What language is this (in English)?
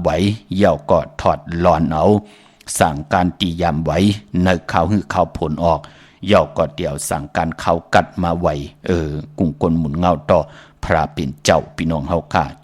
Shan